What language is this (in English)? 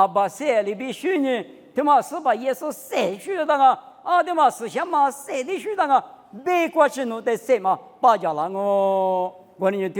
Lisu